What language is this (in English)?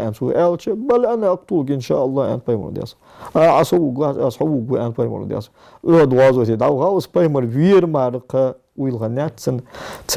Ingush